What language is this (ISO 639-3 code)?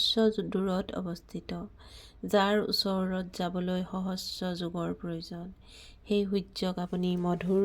asm